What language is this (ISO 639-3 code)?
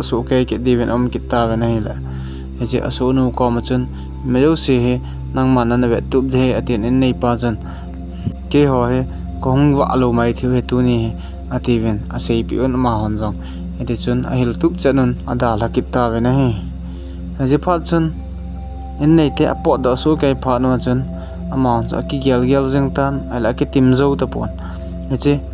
tcz